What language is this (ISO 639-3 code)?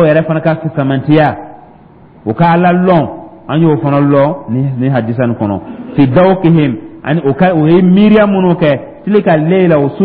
dyu